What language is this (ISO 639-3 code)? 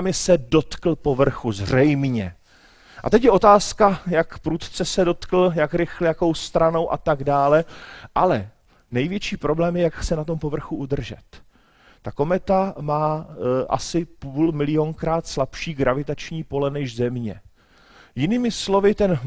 ces